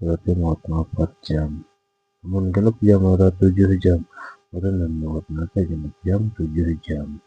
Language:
Sundanese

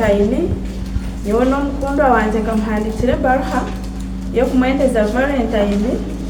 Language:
Nyankole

